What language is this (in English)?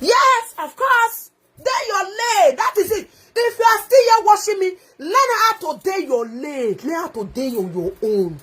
Nigerian Pidgin